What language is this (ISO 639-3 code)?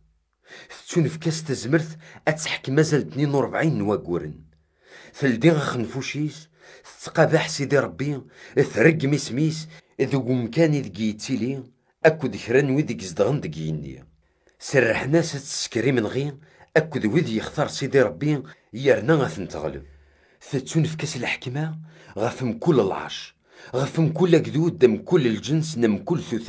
kab